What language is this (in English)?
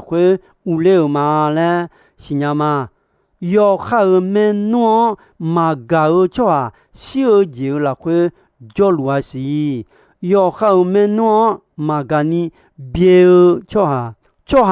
Akha